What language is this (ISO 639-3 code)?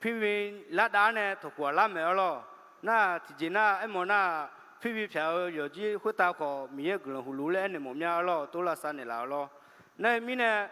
ahk